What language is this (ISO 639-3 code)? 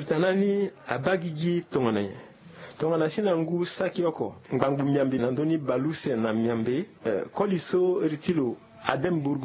sag